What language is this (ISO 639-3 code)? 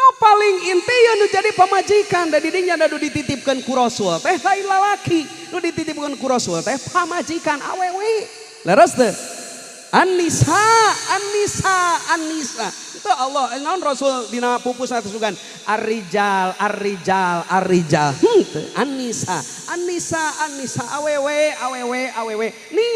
sun